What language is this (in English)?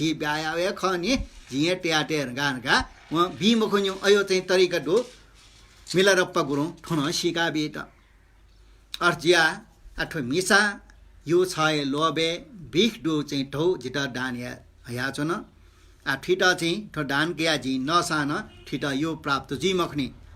Newari